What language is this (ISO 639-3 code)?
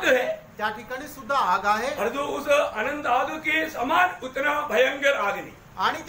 mar